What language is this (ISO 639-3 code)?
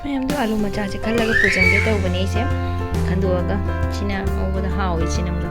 mni